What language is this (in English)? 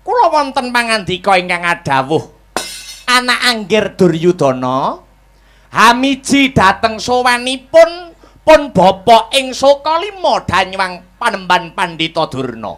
Javanese